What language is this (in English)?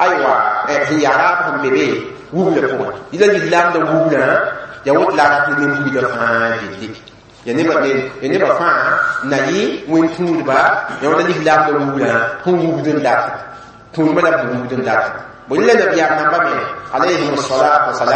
Mossi